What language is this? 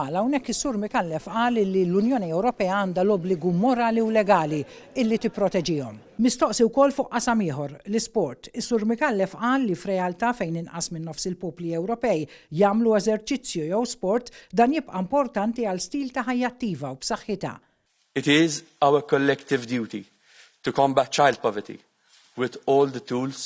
Maltese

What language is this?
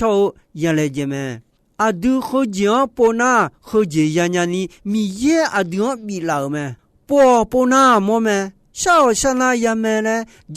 Akha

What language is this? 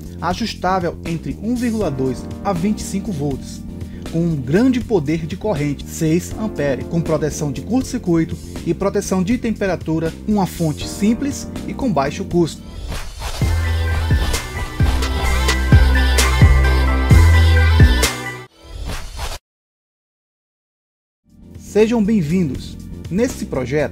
Portuguese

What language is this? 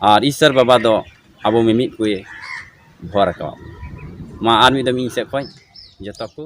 Santali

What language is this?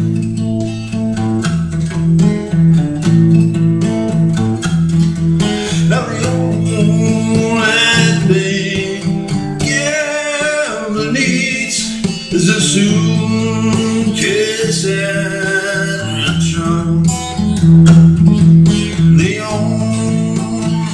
English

